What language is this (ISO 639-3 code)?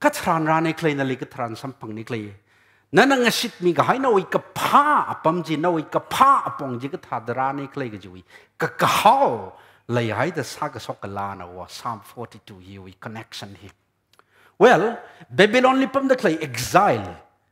nmf